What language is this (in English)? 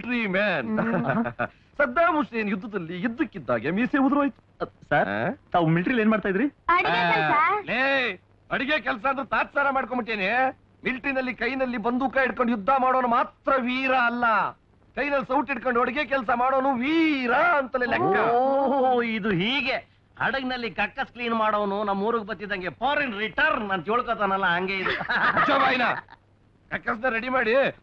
Kannada